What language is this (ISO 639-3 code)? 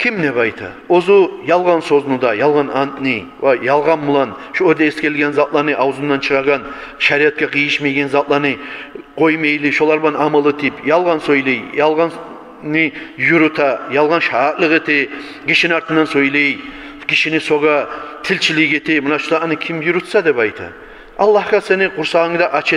kum